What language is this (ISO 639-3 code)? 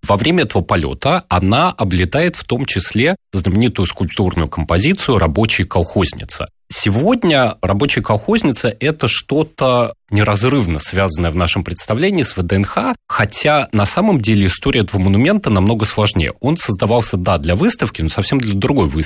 rus